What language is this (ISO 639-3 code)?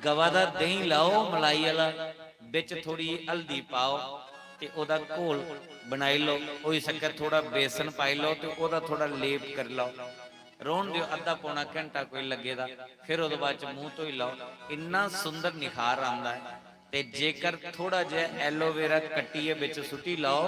doi